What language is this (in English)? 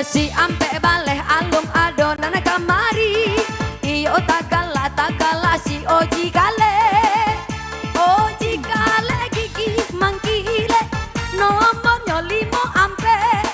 Minangkabau